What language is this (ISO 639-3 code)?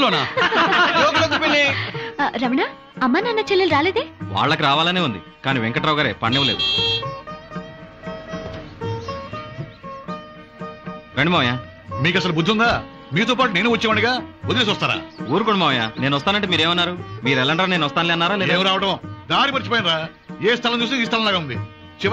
tel